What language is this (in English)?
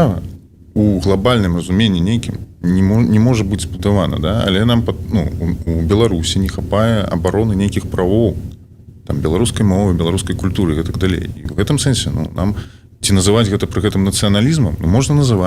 Belarusian